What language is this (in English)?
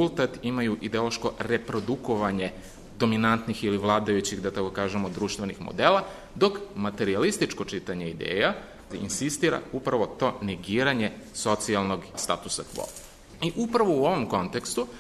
Serbian